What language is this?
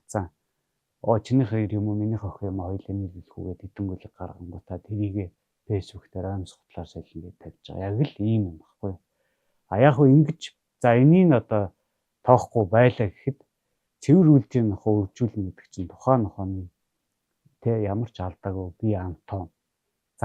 Mongolian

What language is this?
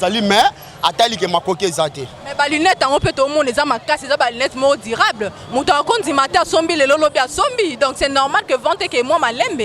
Lingala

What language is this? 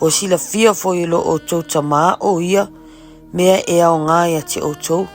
Samoan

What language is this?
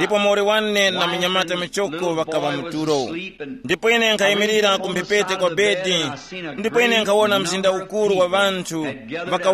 Tumbuka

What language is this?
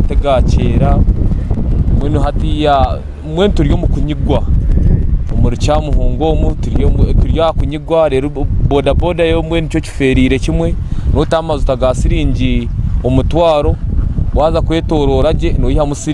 Nyankole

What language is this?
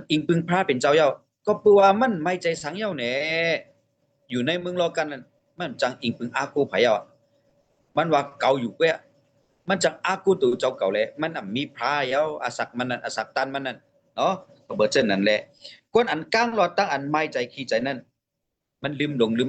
Shan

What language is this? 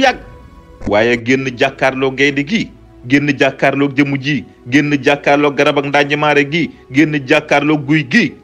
Wolof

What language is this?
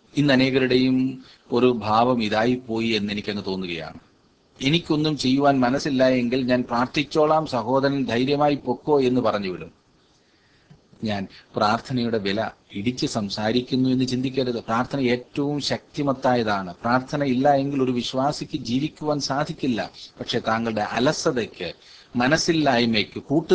Malayalam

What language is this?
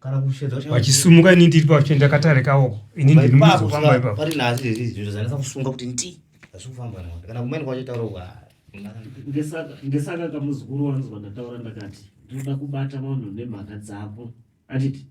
Shona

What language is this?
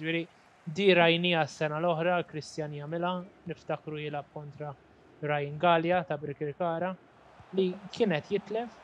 Maltese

